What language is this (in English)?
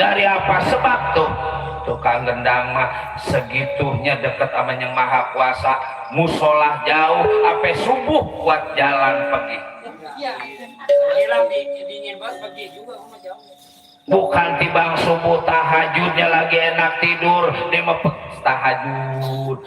Betawi